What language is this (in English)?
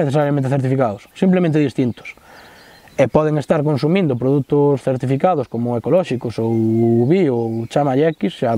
Galician